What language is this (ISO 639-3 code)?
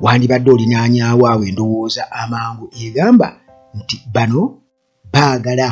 lug